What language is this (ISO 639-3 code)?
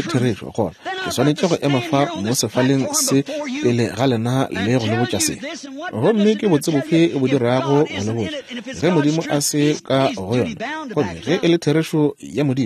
nso